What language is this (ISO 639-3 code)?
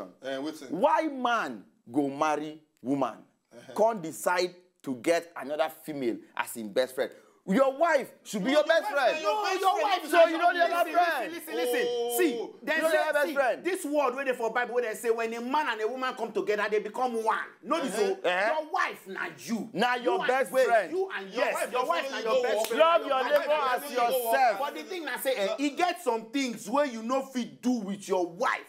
pcm